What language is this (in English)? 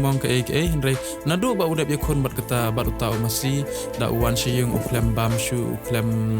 Khasi